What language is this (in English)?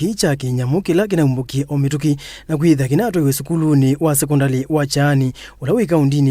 Kamba